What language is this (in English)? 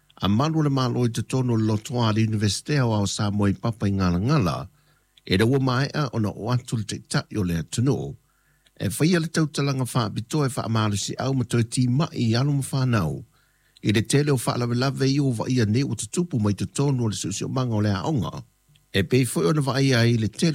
Samoan